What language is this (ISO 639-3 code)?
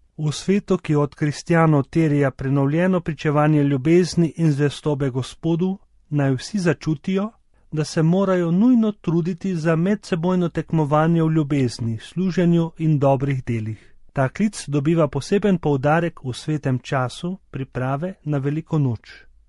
slv